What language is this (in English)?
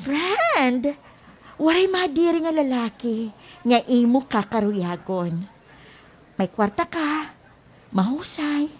Waray